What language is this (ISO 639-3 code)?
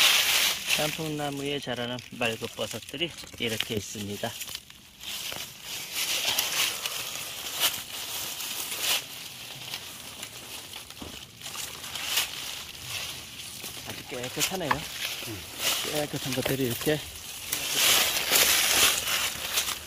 kor